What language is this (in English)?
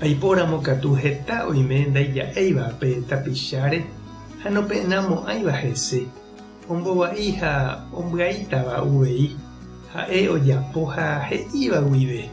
Guarani